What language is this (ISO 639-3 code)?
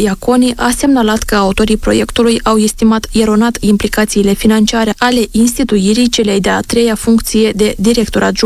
ron